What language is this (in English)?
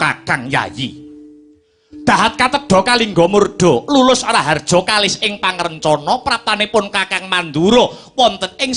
Javanese